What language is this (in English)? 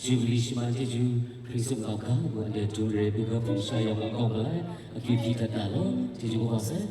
Kachin